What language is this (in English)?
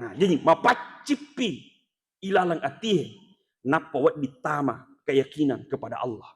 Buginese